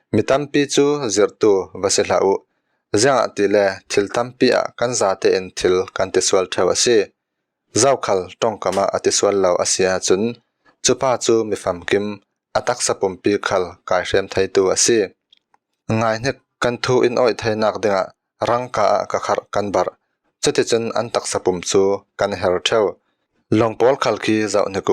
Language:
Falam Chin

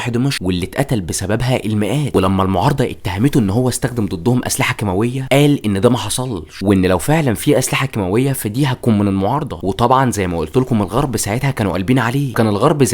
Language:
Egyptian Arabic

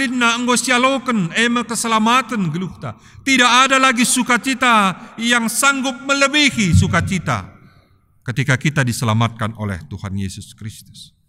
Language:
Batak Karo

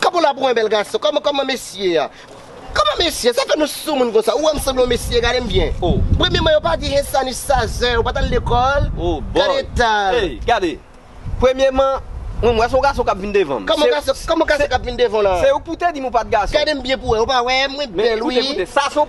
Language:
Haitian Creole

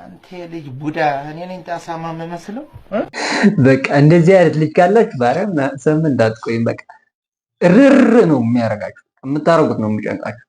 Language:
Amharic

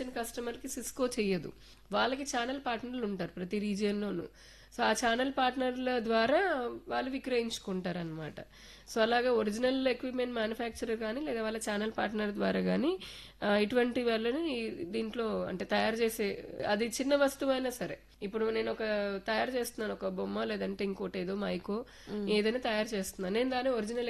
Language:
Telugu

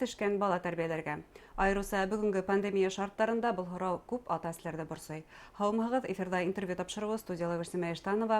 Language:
Bashkir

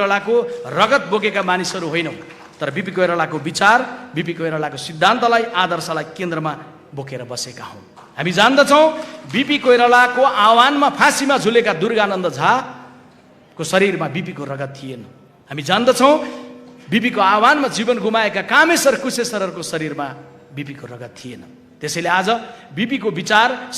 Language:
Nepali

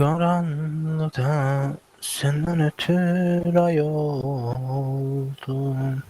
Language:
South Azerbaijani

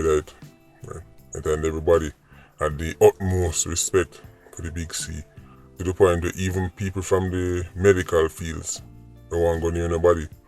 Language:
Jamaican Creole English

